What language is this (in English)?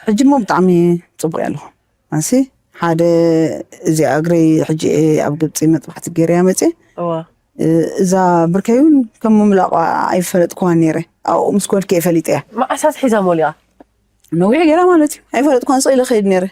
Tigrinya